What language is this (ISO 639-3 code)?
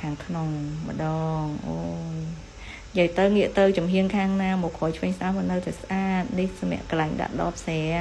khm